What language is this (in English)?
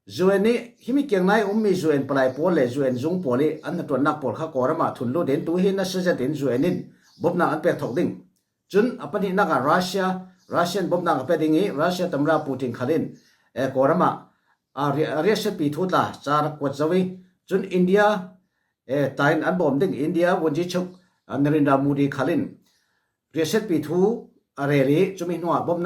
Falam Chin